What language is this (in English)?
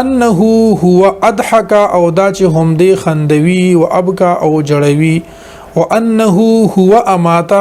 Pashto